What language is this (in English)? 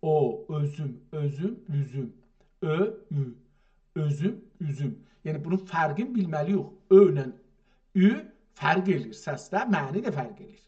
South Azerbaijani